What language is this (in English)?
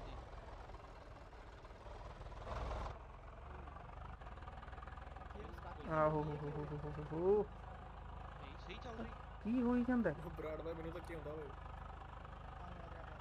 Punjabi